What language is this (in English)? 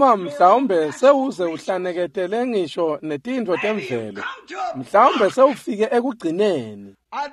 Swati